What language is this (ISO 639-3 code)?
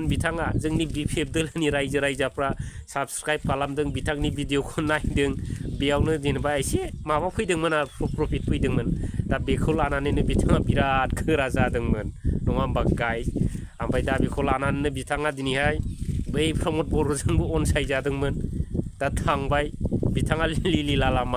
brx